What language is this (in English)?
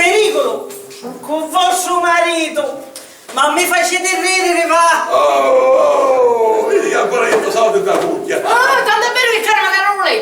Sicilian